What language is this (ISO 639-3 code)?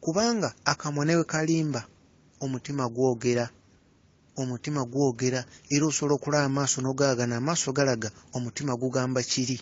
lug